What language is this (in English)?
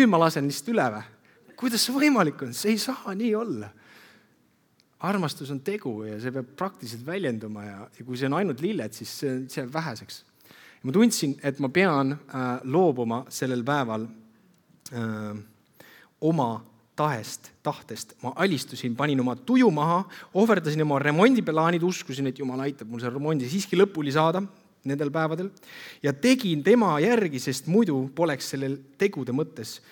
Estonian